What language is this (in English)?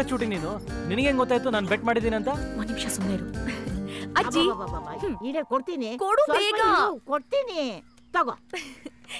Kannada